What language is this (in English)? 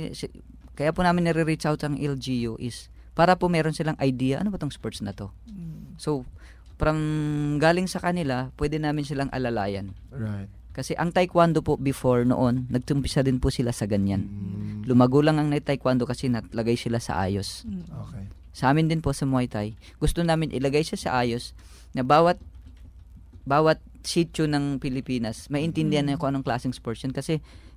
Filipino